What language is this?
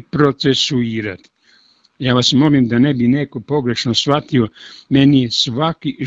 Serbian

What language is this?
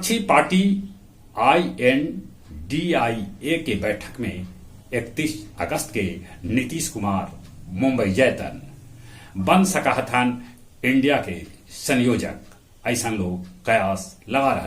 Magahi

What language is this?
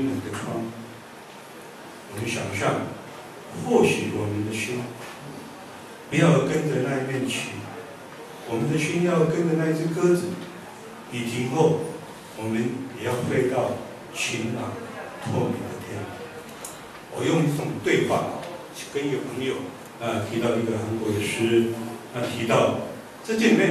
Chinese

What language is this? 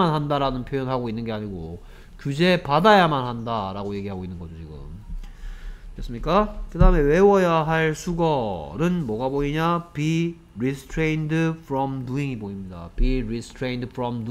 Korean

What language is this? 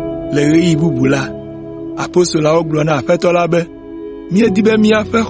Ewe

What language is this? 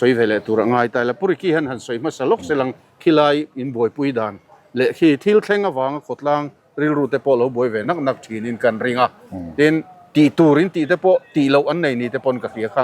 Mizo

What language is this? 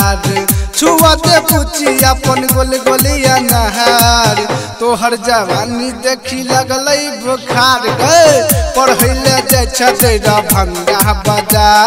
Bhojpuri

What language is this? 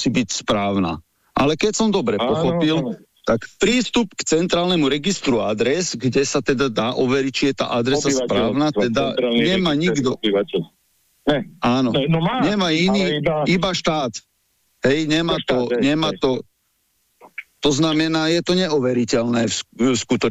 Slovak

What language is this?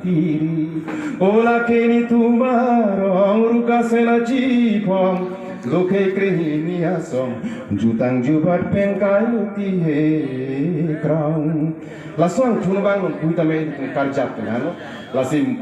Karbi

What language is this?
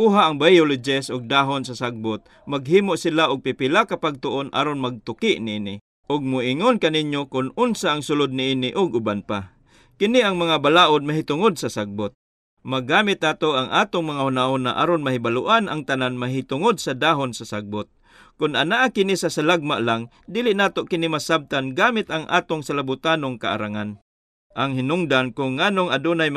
Cebuano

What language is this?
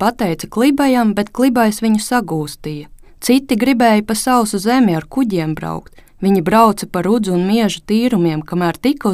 Latvian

